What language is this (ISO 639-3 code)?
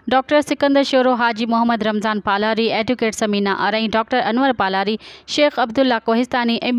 snd